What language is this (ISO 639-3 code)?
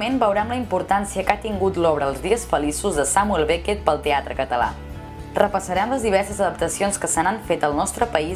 cat